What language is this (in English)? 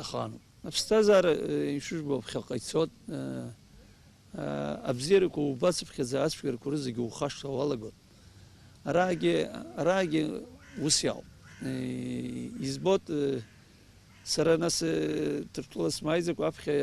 Abkhazian